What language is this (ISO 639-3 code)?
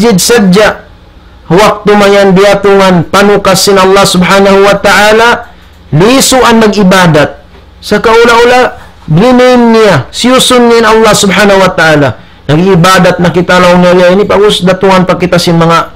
tsg